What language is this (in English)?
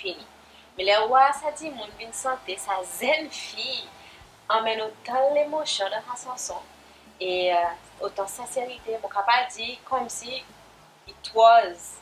Seselwa Creole French